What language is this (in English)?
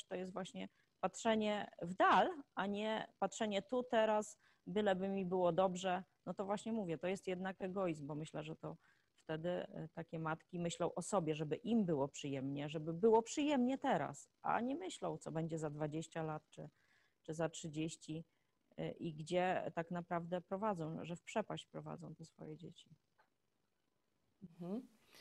Polish